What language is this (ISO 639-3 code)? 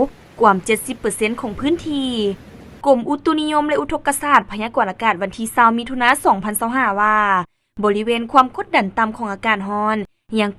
lao